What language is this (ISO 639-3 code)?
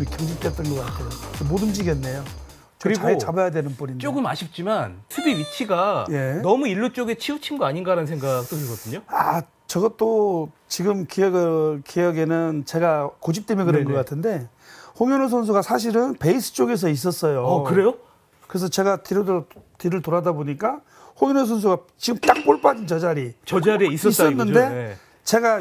kor